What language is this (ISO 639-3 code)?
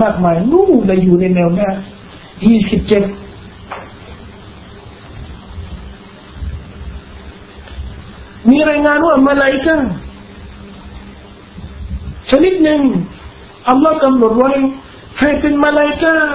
tha